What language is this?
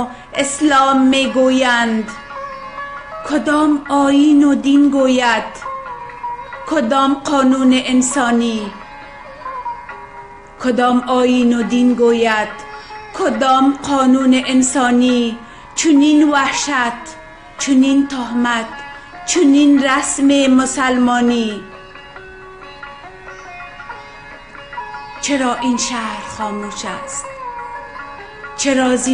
Persian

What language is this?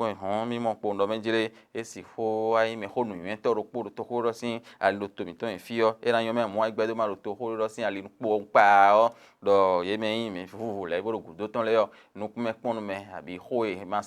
Fon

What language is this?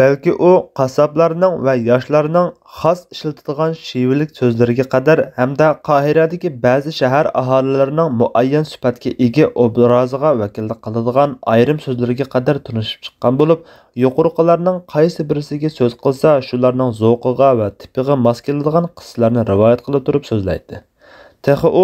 Uyghur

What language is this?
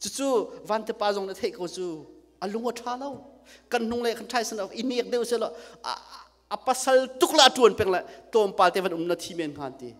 Hakha Chin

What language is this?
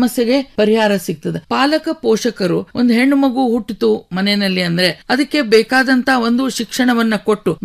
Kannada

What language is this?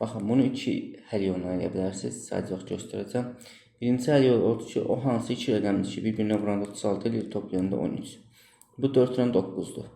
Azerbaijani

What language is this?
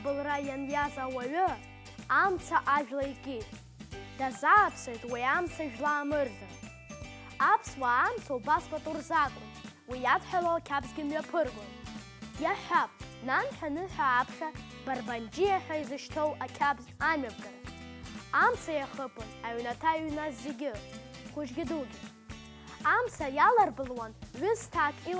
Abkhazian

